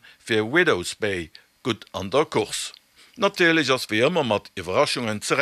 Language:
Luxembourgish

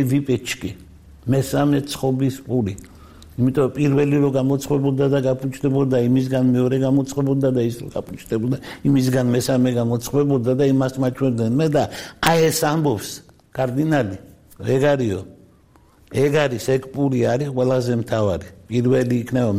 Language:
Georgian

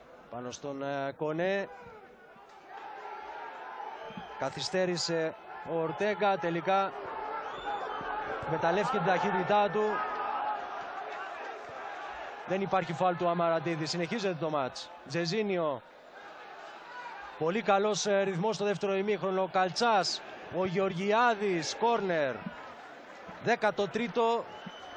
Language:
Greek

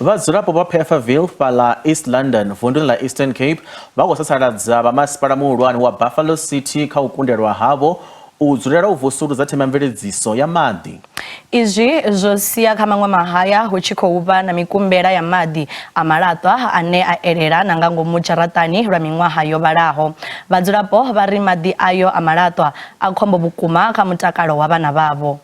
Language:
Venda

